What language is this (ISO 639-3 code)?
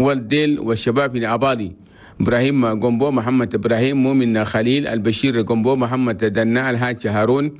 shu